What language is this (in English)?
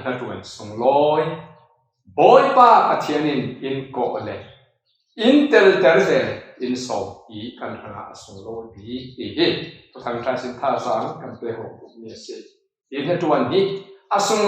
Falam Chin